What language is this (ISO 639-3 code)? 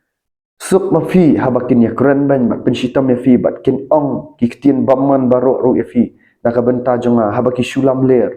kha